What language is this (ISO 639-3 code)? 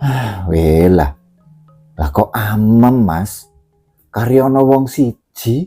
jav